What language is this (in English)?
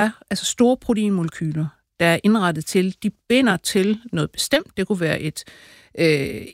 Danish